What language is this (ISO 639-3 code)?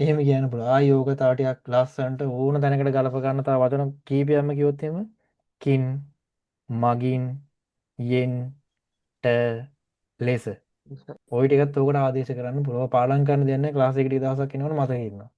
sin